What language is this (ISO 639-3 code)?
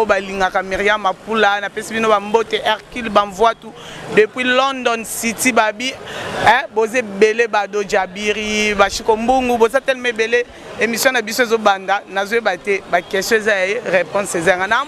lin